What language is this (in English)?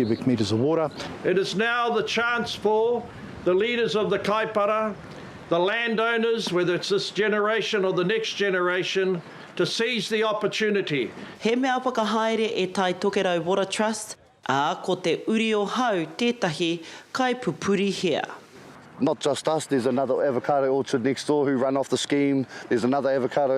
Māori